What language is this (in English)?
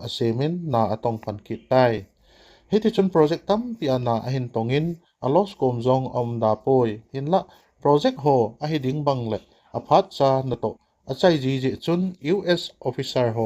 Thado Chin